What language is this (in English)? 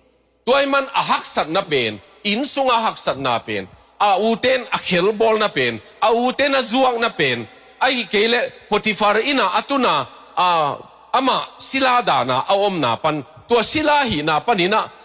Tedim Chin